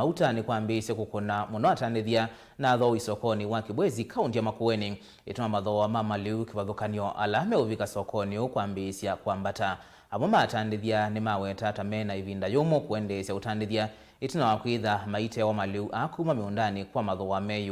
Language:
Kamba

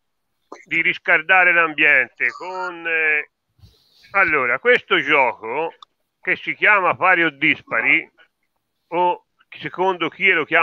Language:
Italian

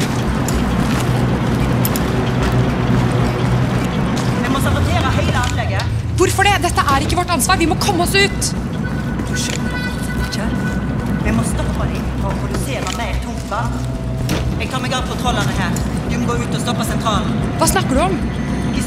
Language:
Norwegian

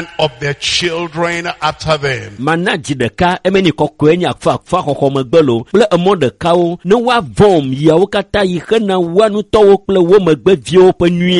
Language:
Ewe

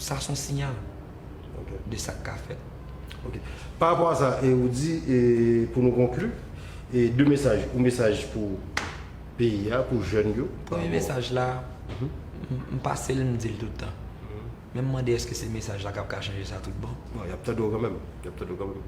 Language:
Haitian Creole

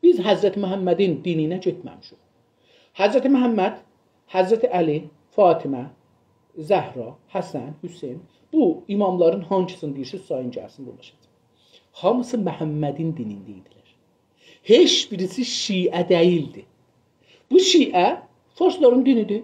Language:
South Azerbaijani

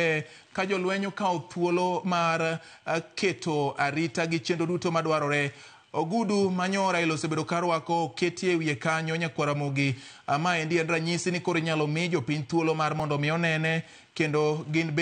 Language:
Luo (Kenya and Tanzania)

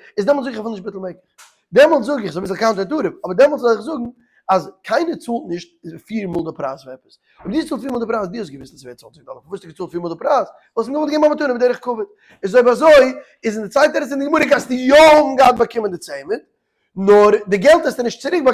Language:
Yiddish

